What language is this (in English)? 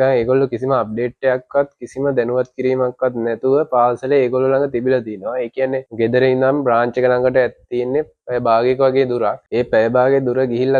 Sinhala